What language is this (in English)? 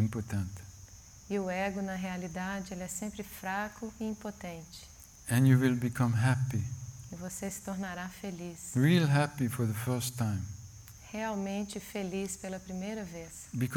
Portuguese